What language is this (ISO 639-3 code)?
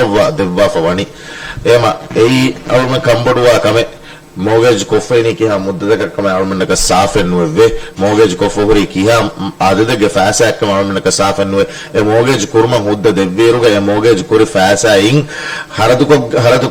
div